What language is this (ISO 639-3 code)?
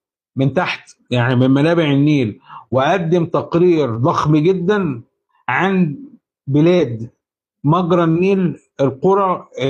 arz